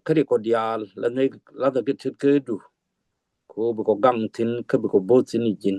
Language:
Nuer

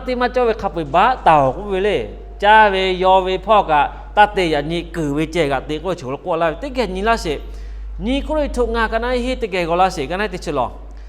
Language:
Lahu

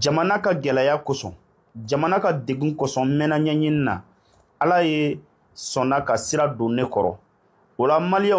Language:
Bambara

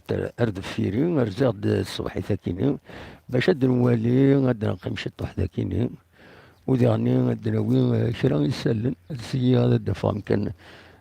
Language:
Kabyle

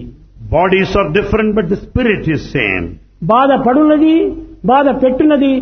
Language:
Telugu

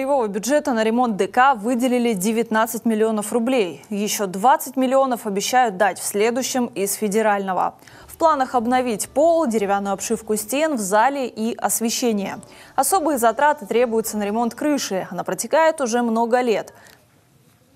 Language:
Russian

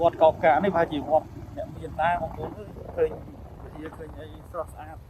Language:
Khmer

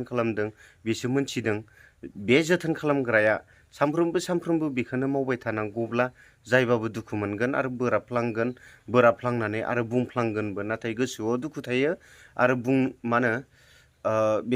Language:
Bodo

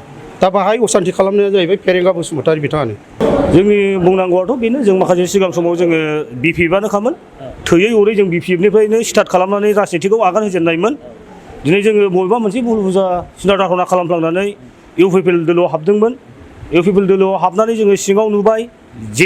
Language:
Bodo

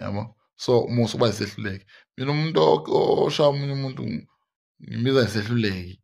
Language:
Zulu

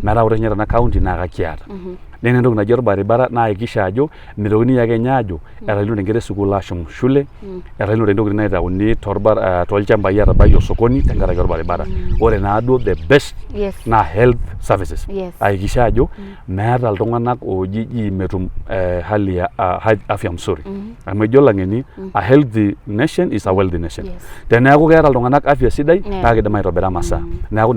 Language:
Masai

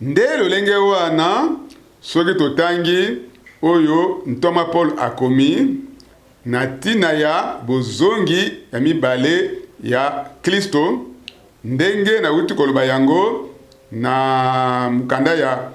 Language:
Lingala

